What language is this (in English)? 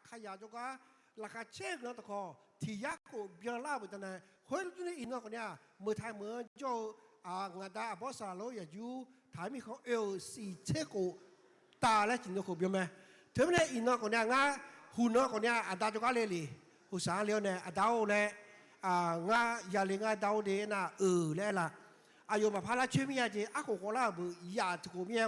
Akha